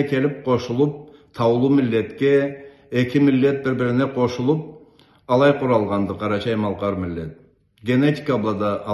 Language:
Karachay-Balkar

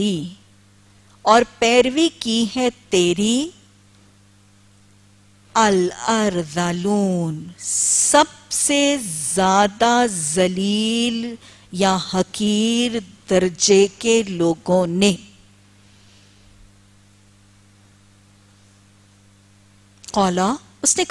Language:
Urdu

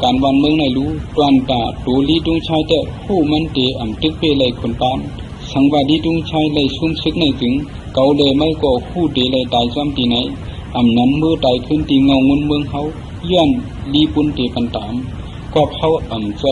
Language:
Shan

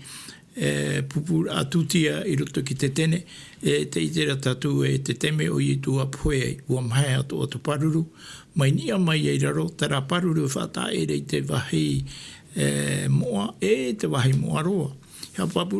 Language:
Tahitian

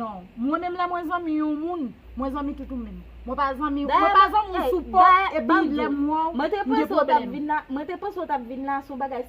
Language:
Haitian Creole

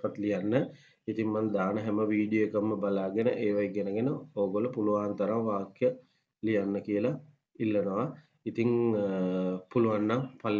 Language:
Sinhala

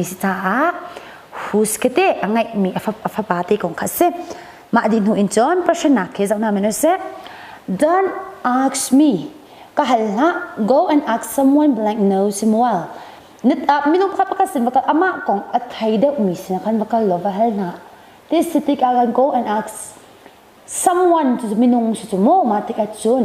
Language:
Hakha Chin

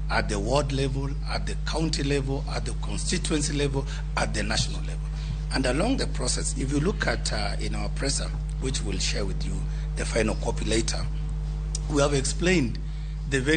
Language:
Luo (Kenya and Tanzania)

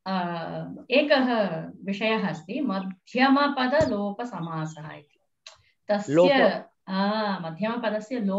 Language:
Sanskrit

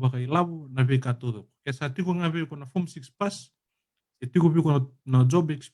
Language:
Fijian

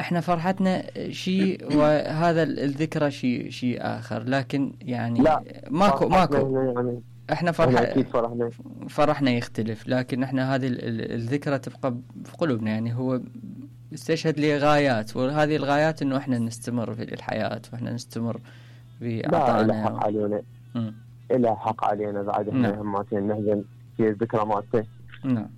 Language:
Mesopotamian Arabic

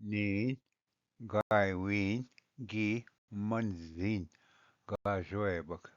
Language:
Ojibwa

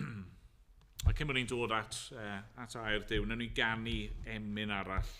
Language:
Welsh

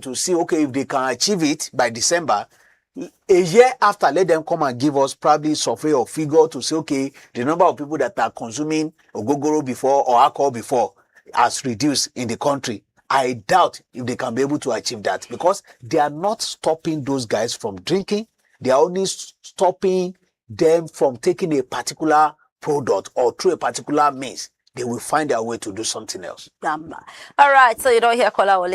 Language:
Nigerian Pidgin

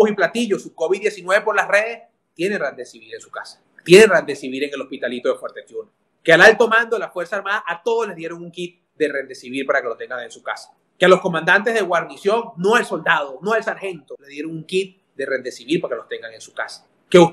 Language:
Spanish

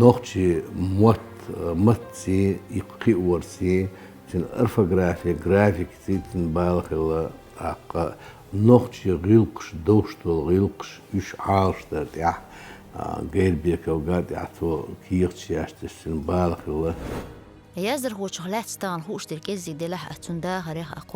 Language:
Chechen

